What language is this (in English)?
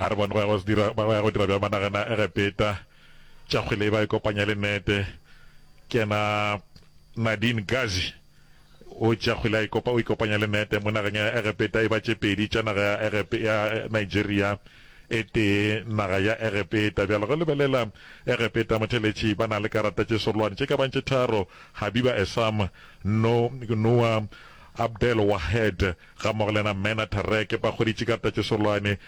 Northern Sotho